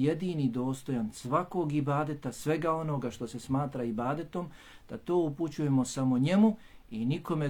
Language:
Bosnian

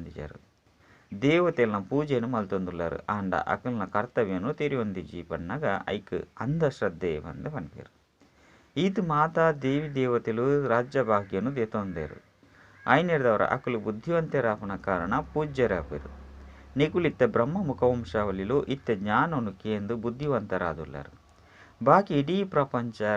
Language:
Tulu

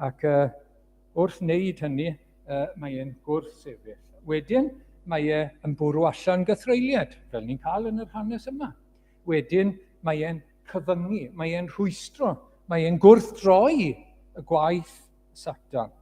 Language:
Welsh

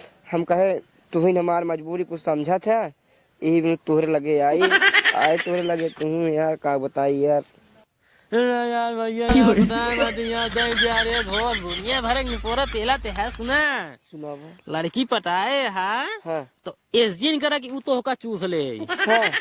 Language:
Awadhi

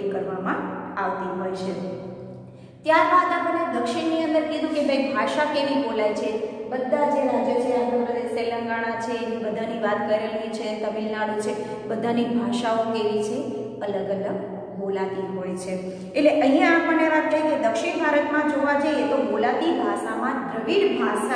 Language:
Gujarati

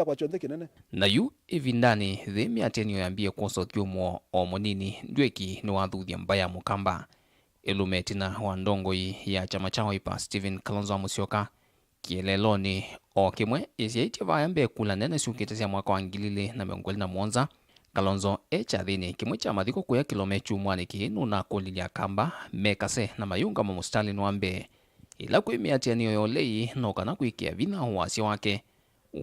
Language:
Kamba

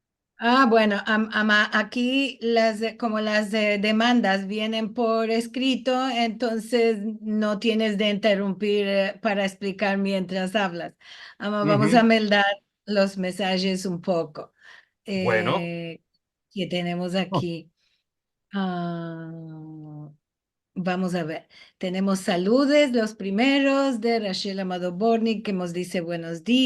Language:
Ladino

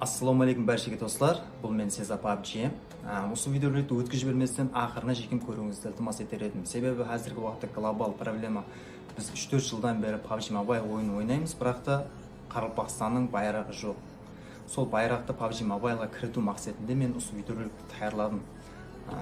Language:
Kara-Kalpak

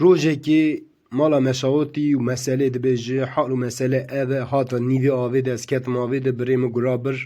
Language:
Kurdish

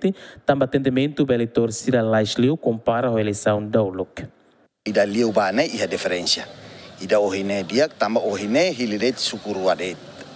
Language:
Tetum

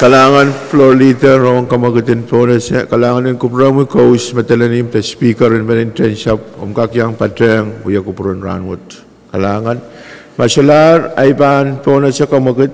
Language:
Pohnpeian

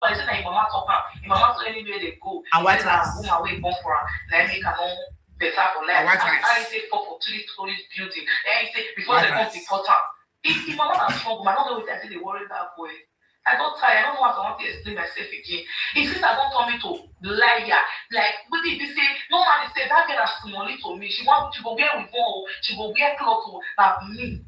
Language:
Nigerian Pidgin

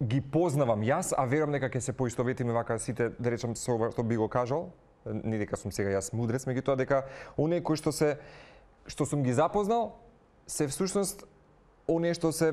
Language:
Macedonian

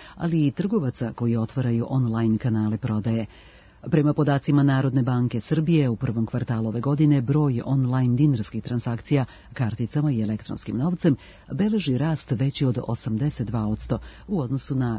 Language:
Serbian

